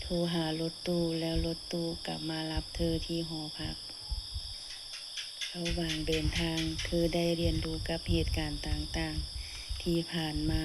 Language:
Lao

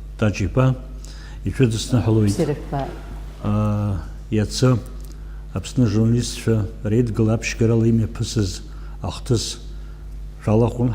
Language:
Abkhazian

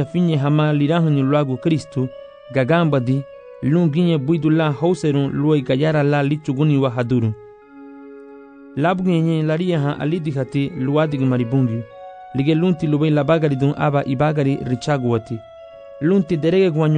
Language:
Garifuna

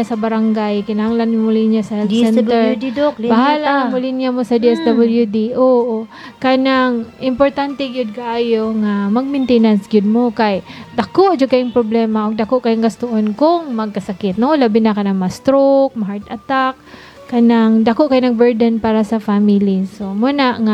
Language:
Cebuano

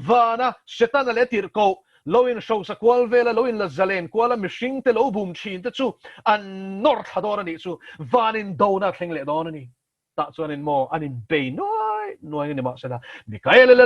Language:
Mizo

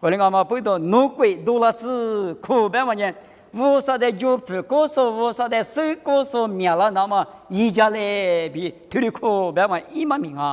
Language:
Lisu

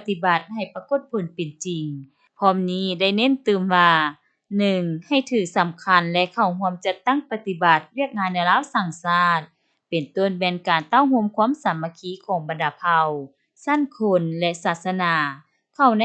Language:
Lao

